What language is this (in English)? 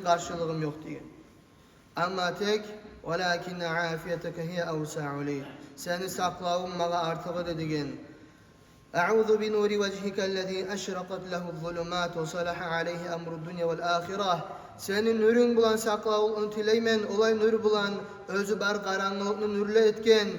Kumyk